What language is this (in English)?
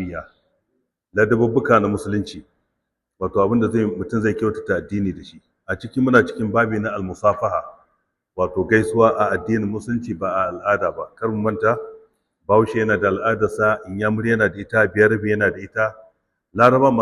Hausa